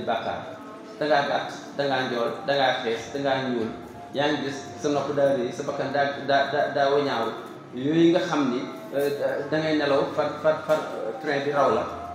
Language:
Wolof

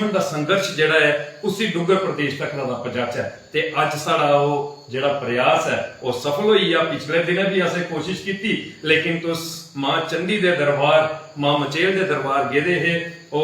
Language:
Dogri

